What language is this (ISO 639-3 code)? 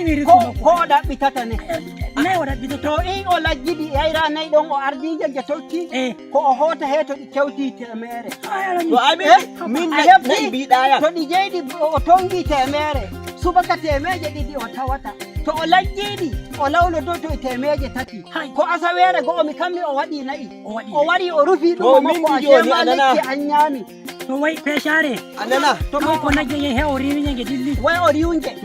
fuv